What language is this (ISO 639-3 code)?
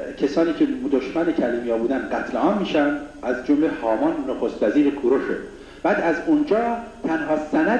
fas